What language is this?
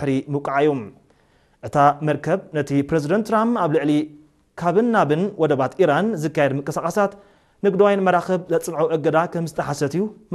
Tigrinya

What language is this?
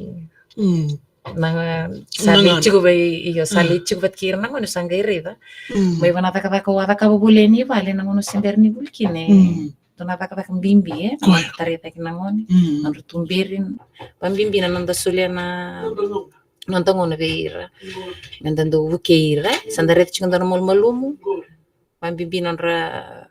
Fijian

